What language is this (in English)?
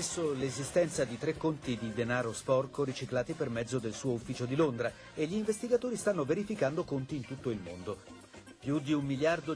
Italian